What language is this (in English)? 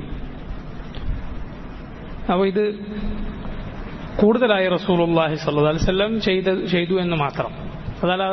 Malayalam